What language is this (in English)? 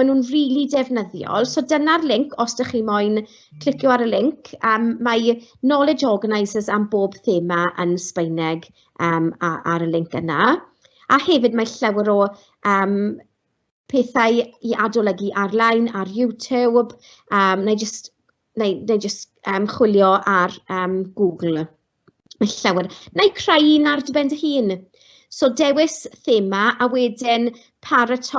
Welsh